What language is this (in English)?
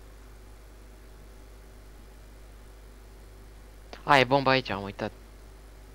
Romanian